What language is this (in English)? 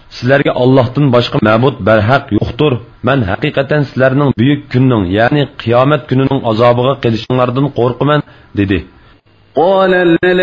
Uyghur